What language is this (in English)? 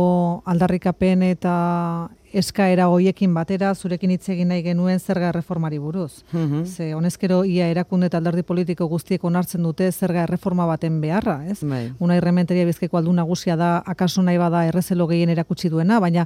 Basque